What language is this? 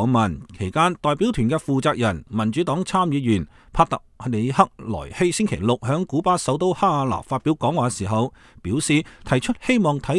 Cantonese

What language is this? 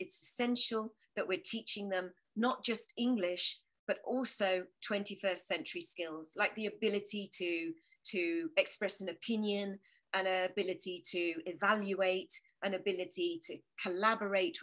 English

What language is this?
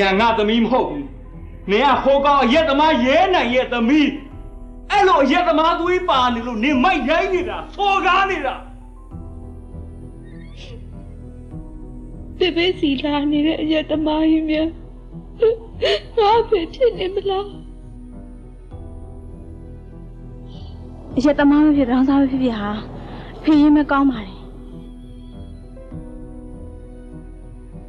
Burmese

